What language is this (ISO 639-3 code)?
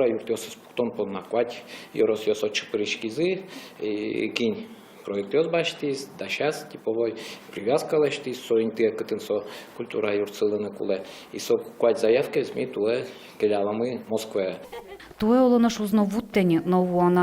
udm